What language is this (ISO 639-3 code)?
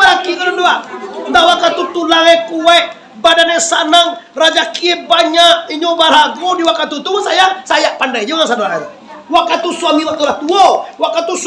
min